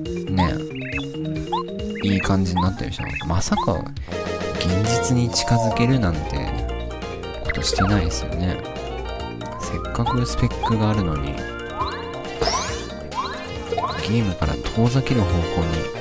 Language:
Japanese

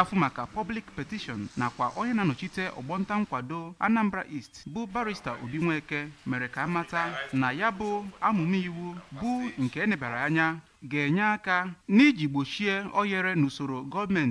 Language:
Igbo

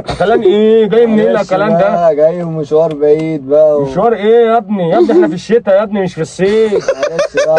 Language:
Egyptian Arabic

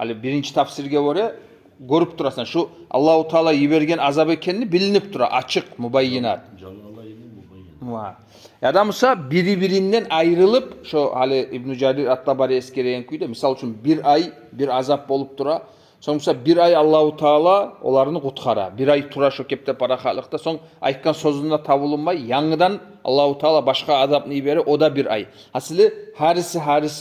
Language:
Kumyk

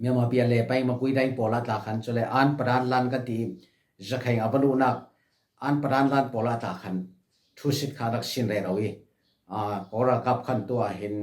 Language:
Falam Chin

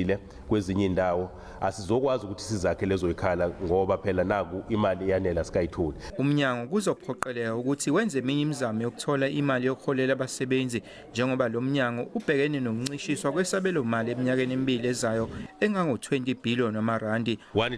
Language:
Zulu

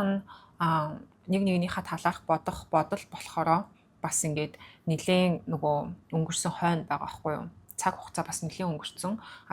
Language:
Mongolian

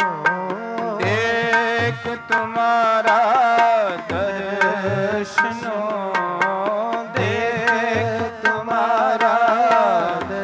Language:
Punjabi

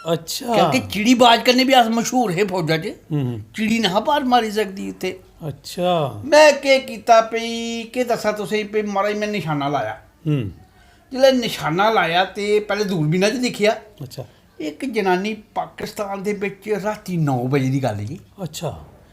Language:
Dogri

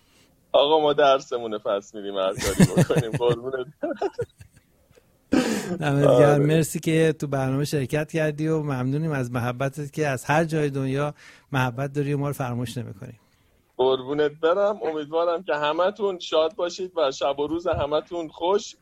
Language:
Persian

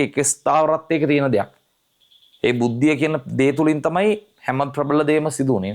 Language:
Sinhala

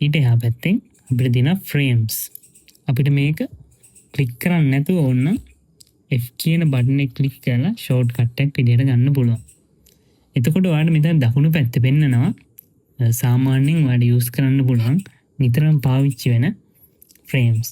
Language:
Sinhala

